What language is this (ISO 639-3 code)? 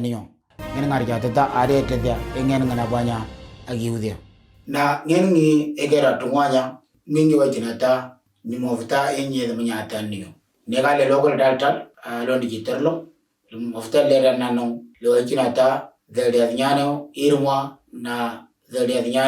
mor